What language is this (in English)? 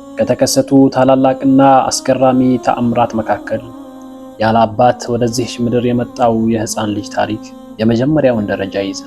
Amharic